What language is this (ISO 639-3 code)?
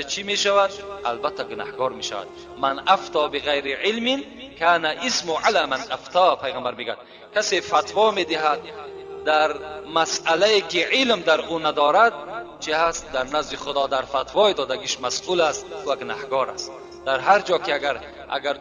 tgk